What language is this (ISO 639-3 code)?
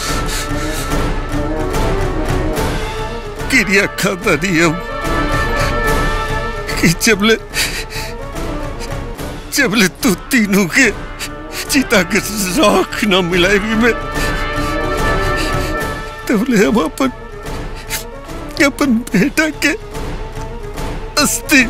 bho